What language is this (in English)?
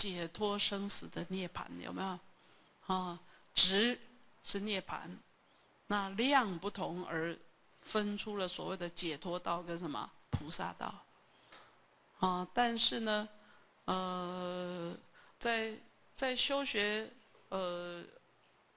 Chinese